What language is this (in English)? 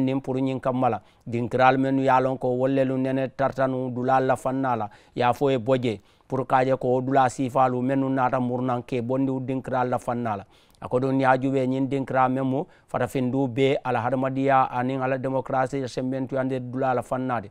Mandingo